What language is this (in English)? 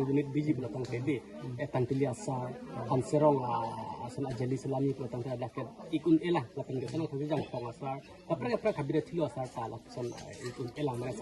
Karbi